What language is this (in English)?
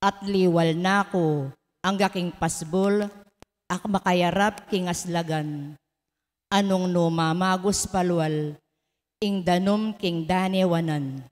Pampanga